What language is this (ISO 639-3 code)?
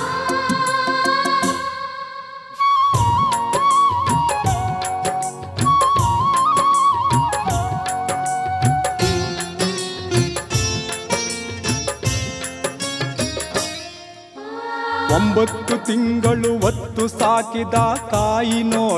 kan